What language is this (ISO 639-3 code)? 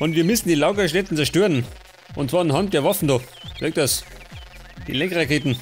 bar